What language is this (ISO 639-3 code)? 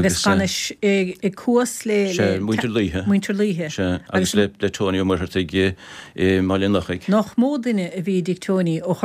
gle